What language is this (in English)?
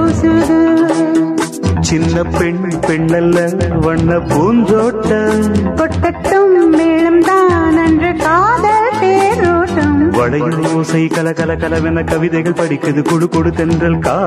Tamil